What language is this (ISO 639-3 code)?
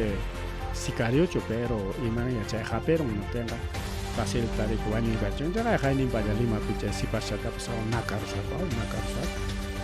quy